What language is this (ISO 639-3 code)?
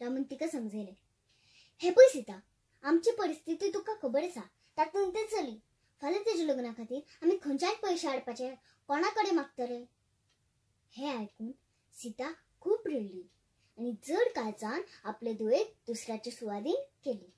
kok